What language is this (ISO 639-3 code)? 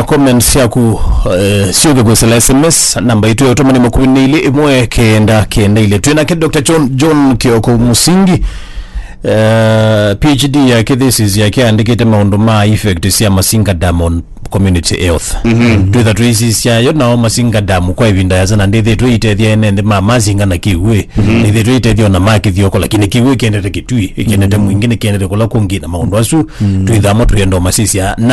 kam